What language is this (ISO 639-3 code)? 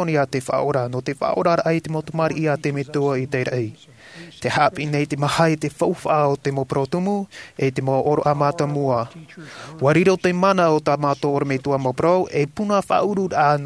tah